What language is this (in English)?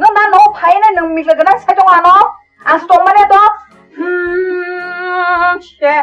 Kok Borok